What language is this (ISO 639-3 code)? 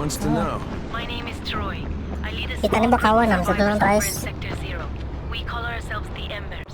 bjn